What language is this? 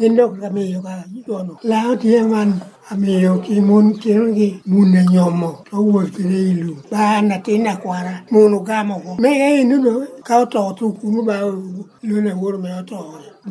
Lango (Uganda)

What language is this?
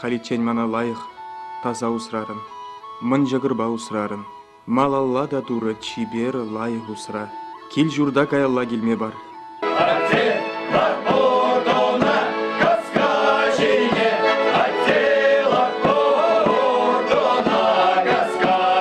Chuvash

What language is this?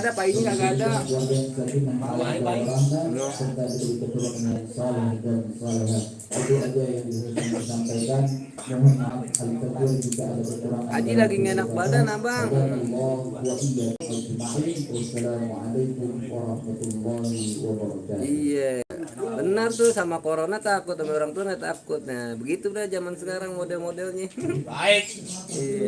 Betawi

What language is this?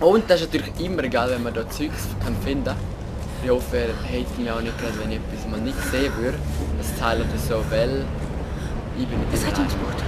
Swiss German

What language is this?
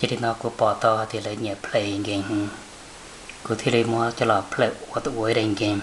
Hmong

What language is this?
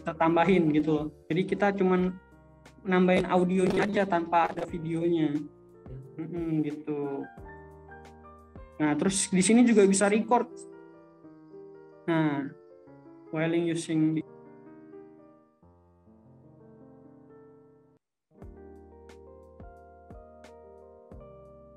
Indonesian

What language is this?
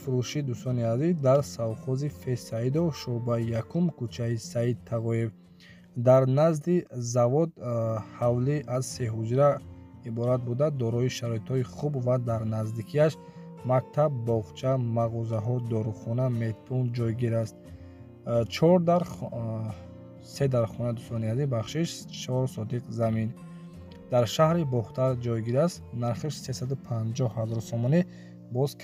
Tajik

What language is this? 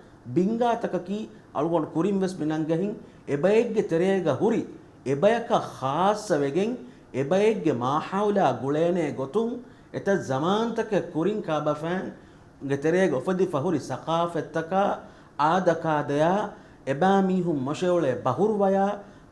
Divehi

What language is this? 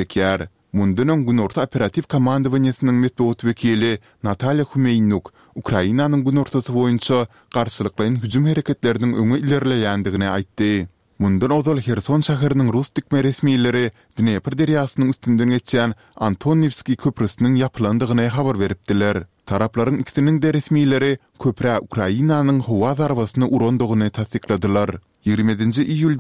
Turkmen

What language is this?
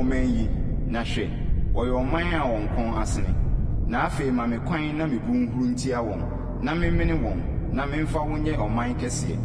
Akan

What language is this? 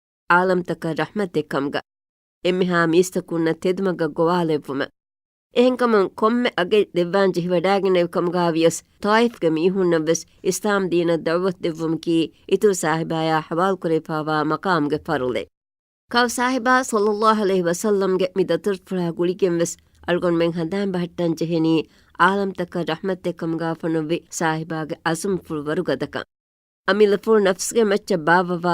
Divehi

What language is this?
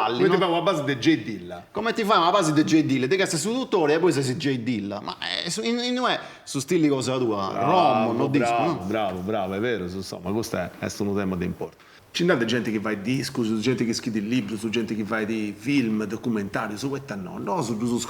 Sardinian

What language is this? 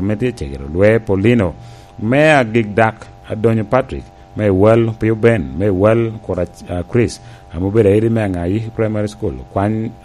Lango (Uganda)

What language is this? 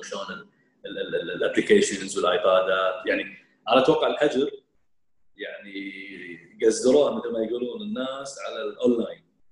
Gulf Arabic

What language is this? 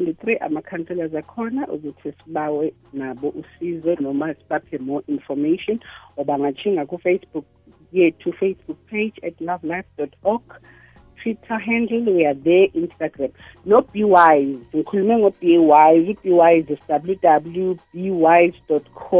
South Ndebele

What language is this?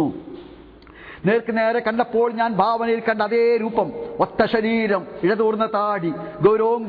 Malayalam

